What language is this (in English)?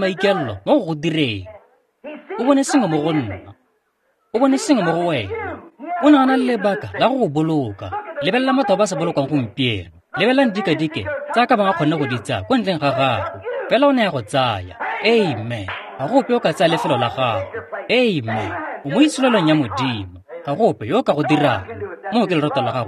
Tswana